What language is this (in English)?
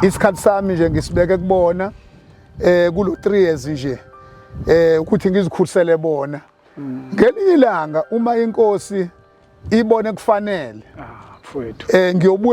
Zulu